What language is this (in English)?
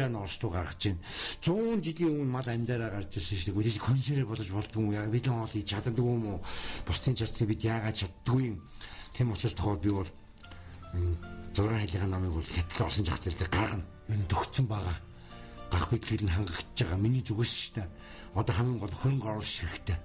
Mongolian